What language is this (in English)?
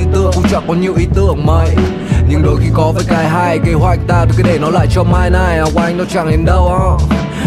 Vietnamese